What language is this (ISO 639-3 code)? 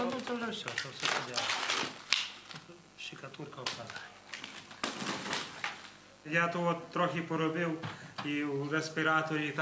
ukr